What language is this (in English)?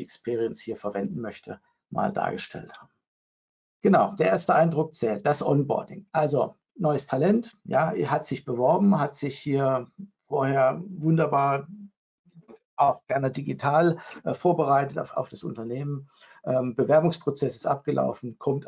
German